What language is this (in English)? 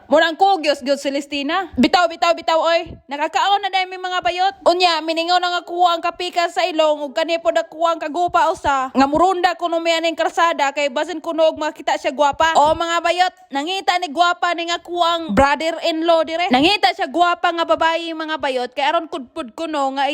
Cebuano